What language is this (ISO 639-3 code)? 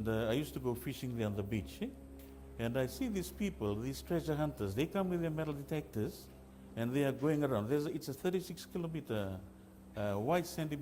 fij